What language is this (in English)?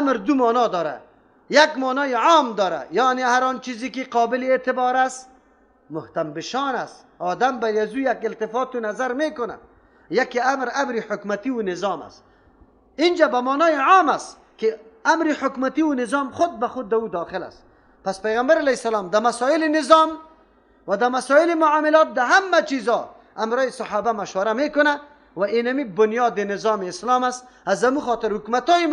Persian